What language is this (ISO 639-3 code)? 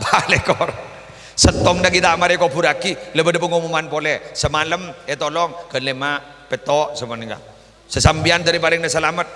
mad